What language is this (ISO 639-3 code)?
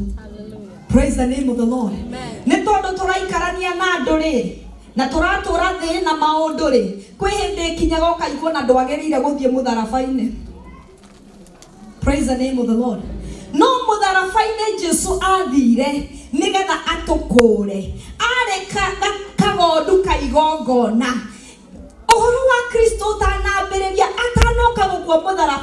kik